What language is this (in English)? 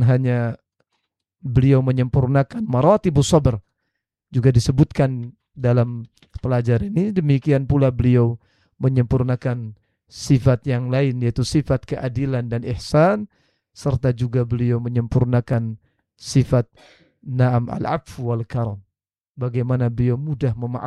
Indonesian